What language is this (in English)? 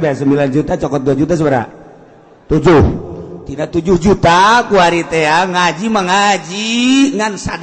Sundanese